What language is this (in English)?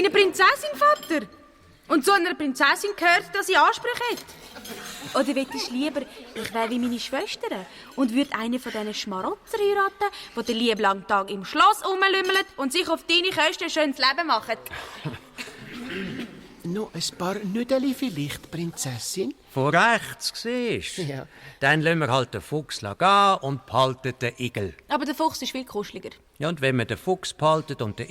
Swiss German